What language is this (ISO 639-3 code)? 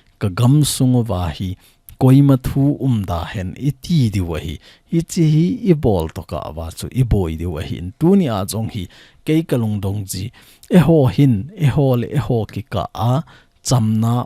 tcz